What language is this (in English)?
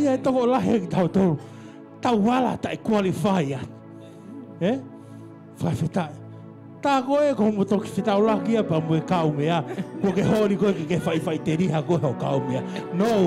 Tongan